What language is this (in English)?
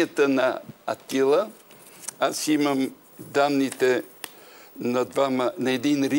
Bulgarian